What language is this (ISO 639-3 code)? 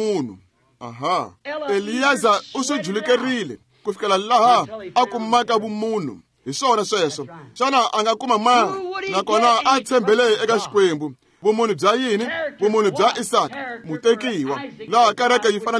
tso